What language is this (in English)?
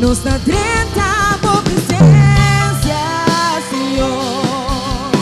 Papiamento